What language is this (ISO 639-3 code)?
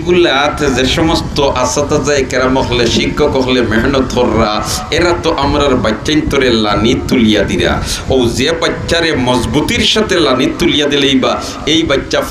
syl